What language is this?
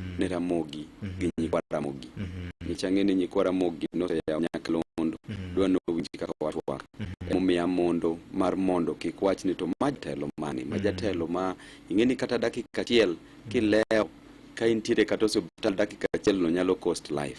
Luo (Kenya and Tanzania)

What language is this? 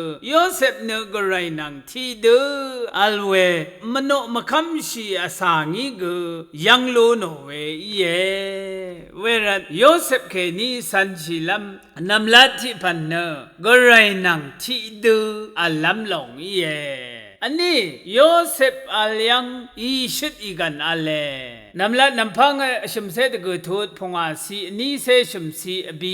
Rawang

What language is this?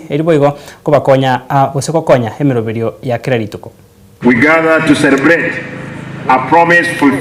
Gusii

